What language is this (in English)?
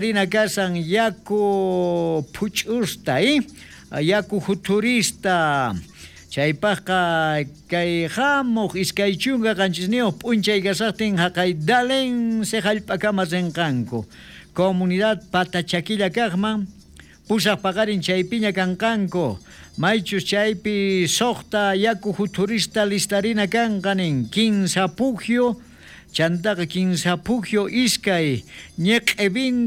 South Bolivian Quechua